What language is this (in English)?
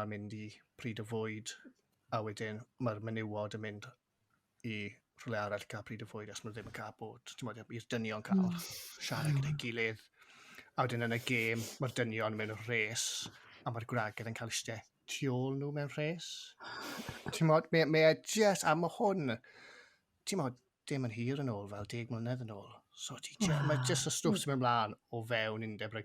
Welsh